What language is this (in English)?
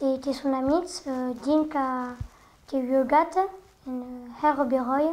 Occitan